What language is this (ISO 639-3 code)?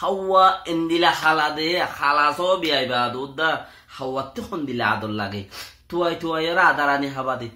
rhg